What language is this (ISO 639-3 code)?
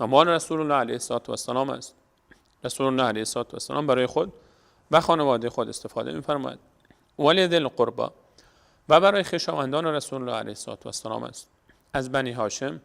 fas